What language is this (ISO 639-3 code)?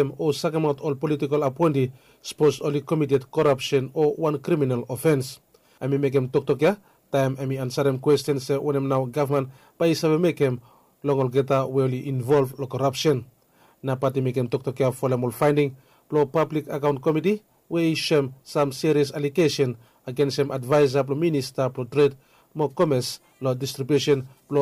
bis